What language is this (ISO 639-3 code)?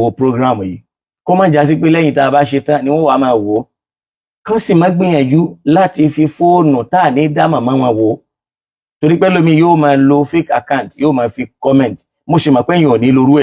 yor